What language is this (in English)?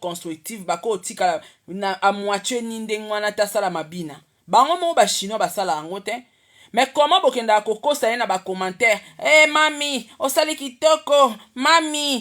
Lingala